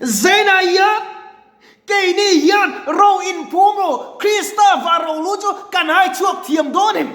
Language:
Mizo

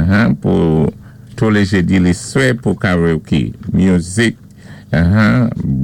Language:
Saint Lucian Creole French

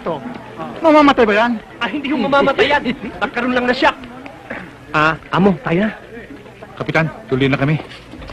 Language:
Filipino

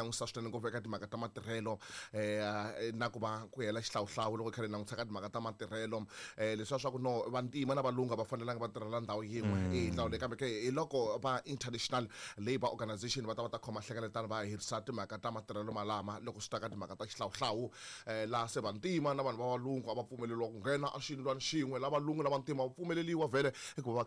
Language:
Tsonga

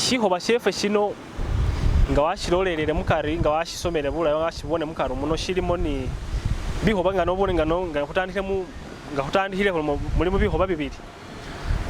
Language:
Masaaba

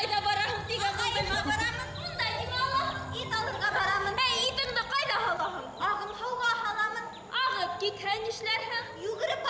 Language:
Bashkir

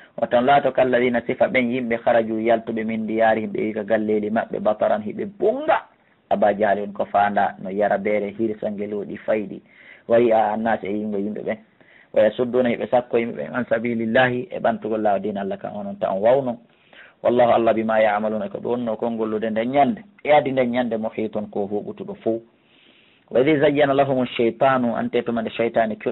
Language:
Fula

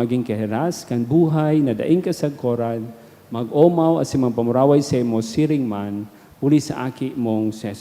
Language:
Bikol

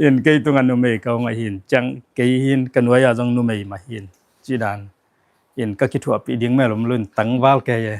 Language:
Tedim Chin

